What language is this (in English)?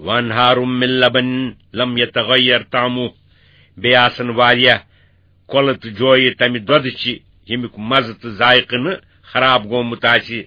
Kashmiri